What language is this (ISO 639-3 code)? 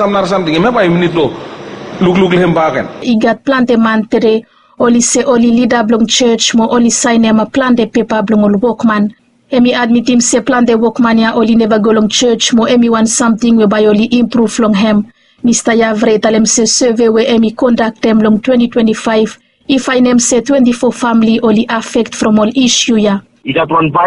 bis